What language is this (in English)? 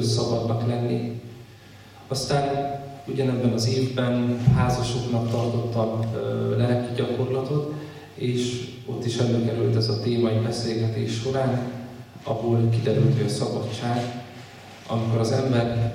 Hungarian